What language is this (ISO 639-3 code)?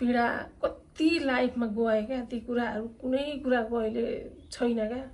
nep